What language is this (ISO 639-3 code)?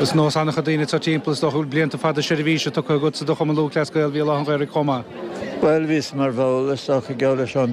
gle